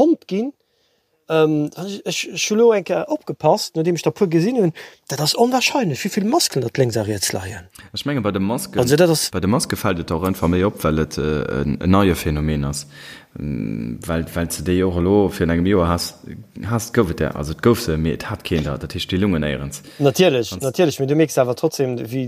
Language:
Luxembourgish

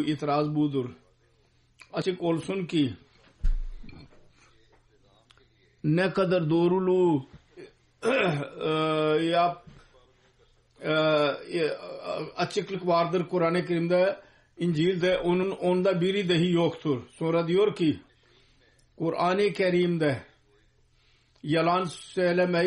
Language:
Turkish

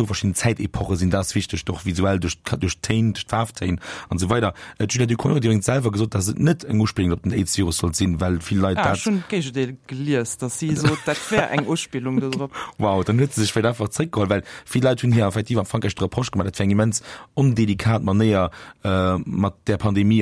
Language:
Luxembourgish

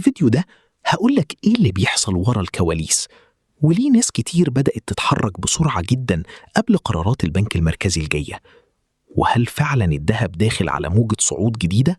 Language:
Egyptian Arabic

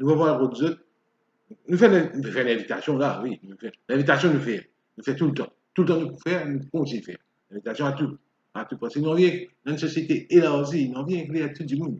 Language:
Morisyen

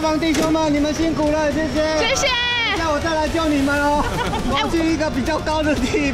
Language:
Chinese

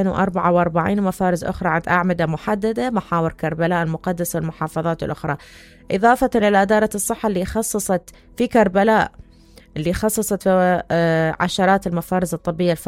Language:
Mesopotamian Arabic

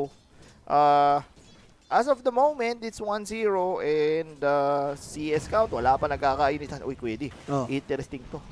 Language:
Filipino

